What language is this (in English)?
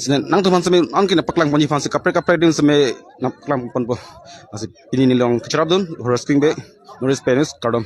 Karbi